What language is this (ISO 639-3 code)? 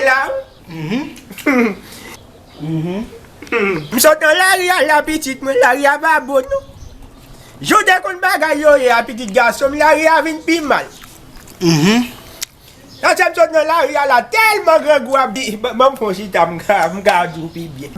hat